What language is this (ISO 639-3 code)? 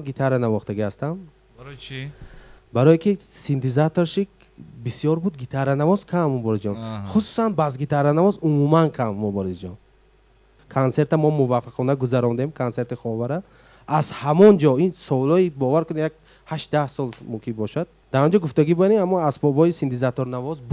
tgk